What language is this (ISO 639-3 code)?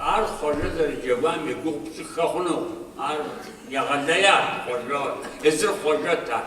kbd